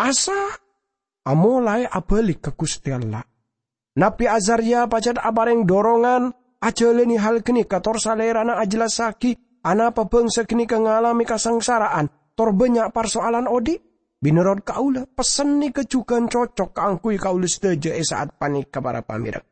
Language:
Madurese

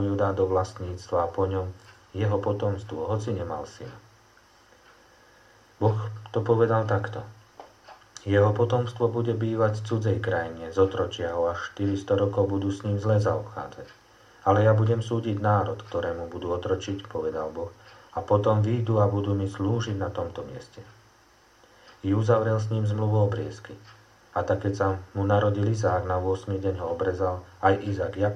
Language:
Slovak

